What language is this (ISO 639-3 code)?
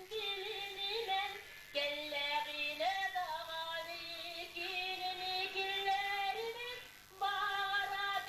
sah